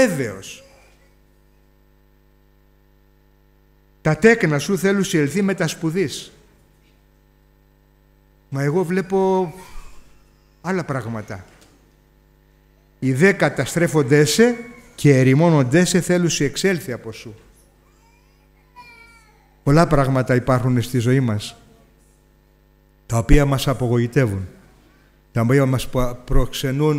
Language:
Greek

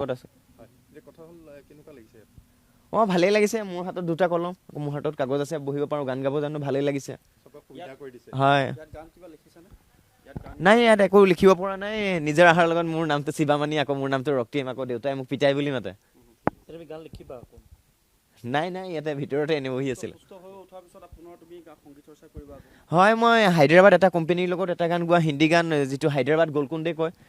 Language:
Assamese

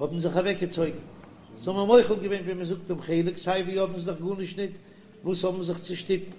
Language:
Yiddish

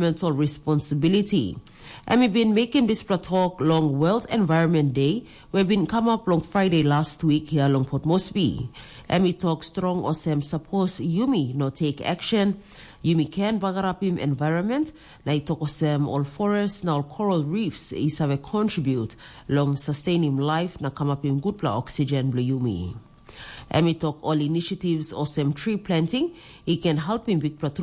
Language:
Tok Pisin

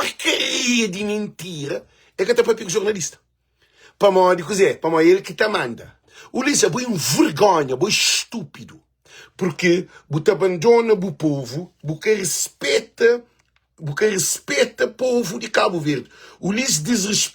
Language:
Kabuverdianu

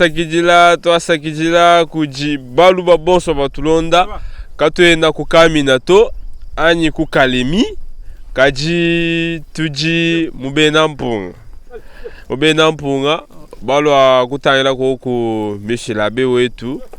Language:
Luba-Lulua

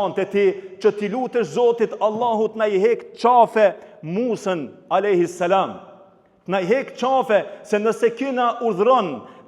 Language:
Albanian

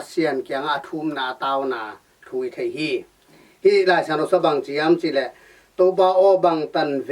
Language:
Tedim Chin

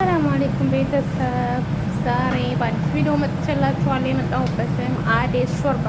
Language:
Amharic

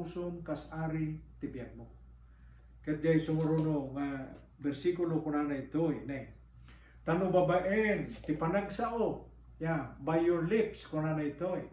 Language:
Iloko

